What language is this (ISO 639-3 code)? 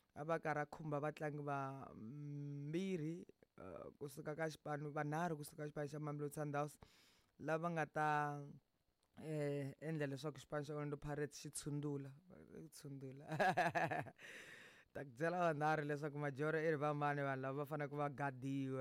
tso